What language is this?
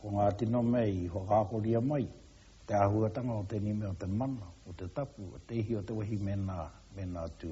Māori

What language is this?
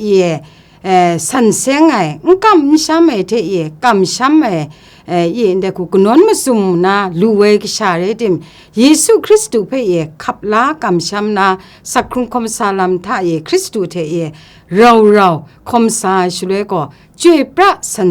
Kachin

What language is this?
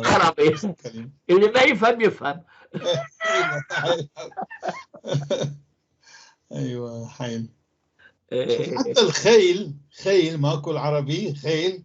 North Levantine Arabic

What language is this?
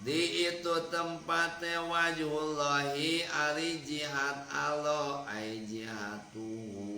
Sundanese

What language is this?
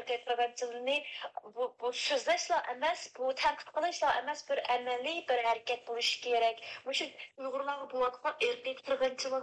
Uyghur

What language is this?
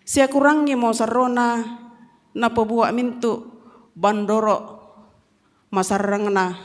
Toraja-Sa'dan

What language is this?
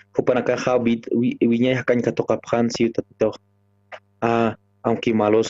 Aymara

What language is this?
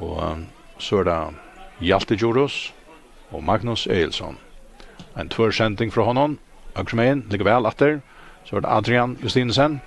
Faroese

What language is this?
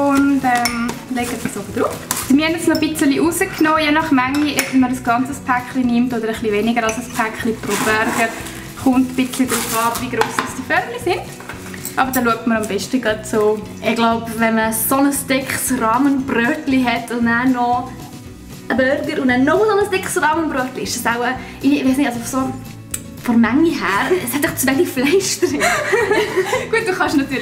Swiss German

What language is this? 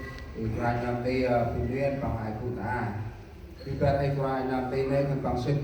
Central Mnong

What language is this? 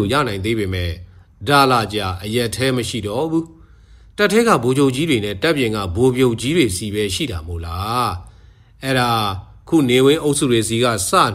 Burmese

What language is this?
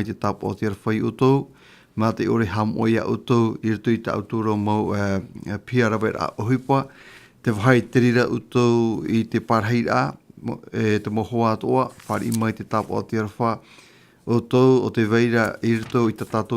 Tahitian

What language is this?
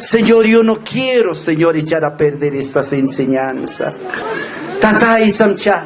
Aymara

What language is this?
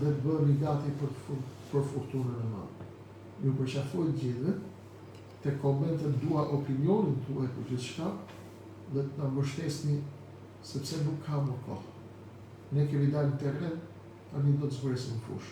Albanian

